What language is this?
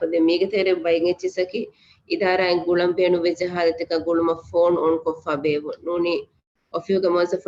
Divehi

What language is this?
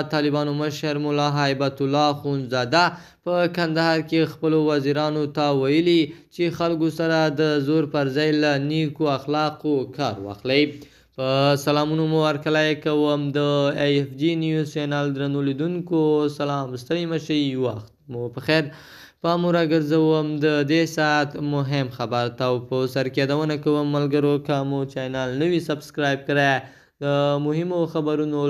Pashto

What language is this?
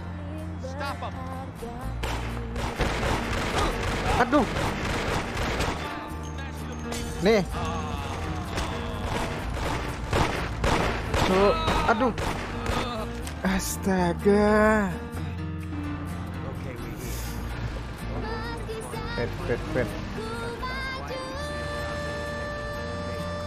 Indonesian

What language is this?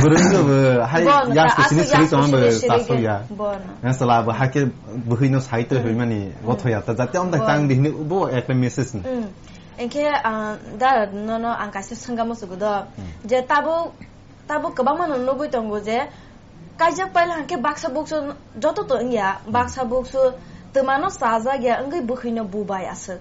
Kok Borok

